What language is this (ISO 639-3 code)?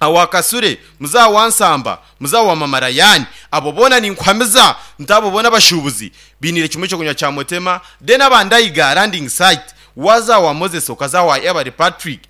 nyn